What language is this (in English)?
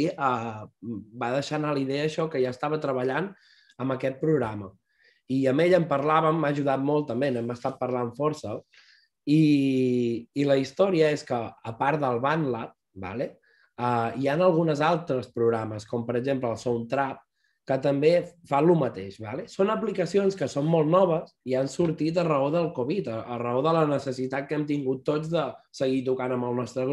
Catalan